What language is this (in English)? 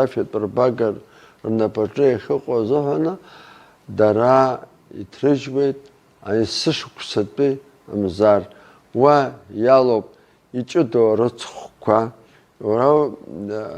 Abkhazian